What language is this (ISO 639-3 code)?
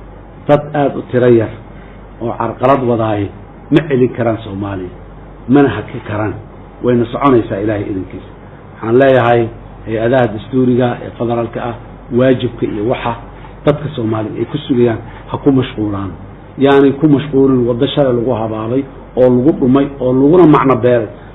som